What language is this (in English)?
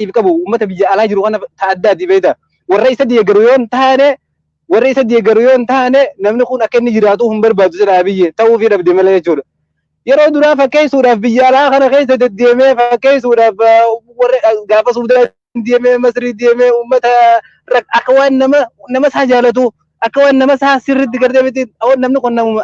Oromo